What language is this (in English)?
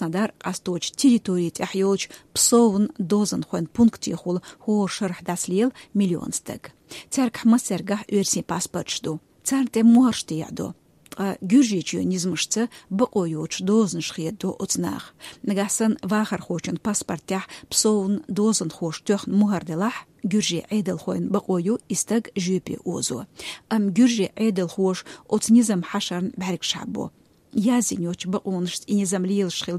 Chechen